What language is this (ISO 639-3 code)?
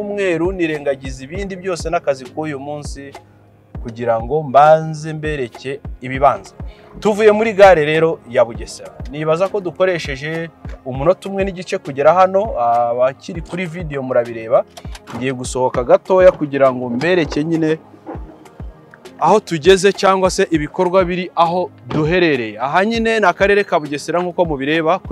kin